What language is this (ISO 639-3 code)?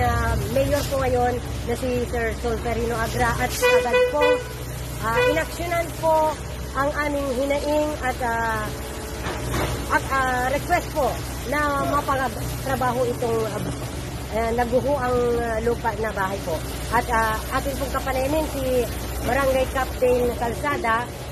fil